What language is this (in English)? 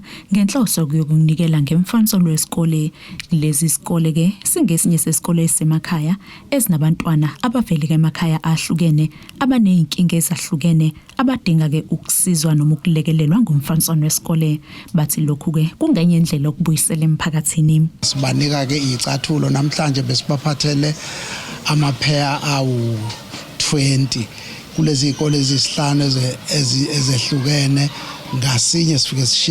Zulu